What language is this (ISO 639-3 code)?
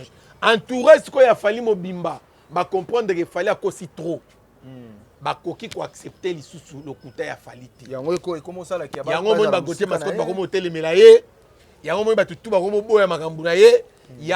lin